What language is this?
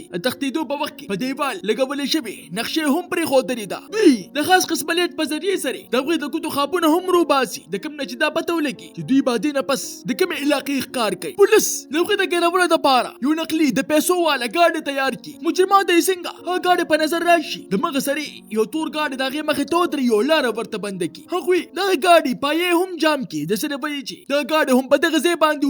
Pashto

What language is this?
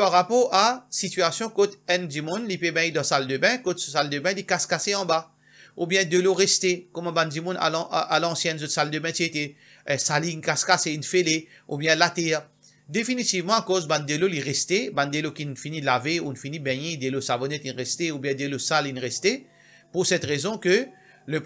Morisyen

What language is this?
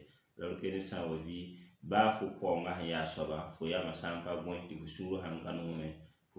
Mossi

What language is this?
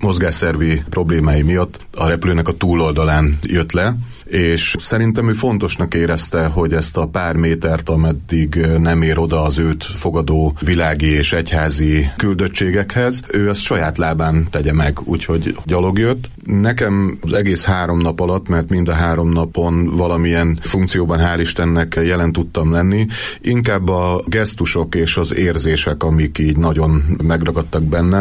Hungarian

